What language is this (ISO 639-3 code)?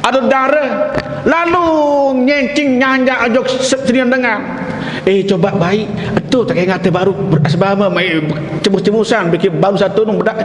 sas